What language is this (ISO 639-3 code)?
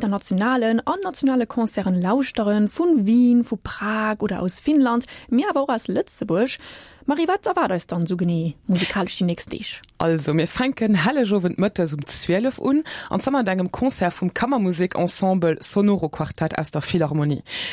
ltz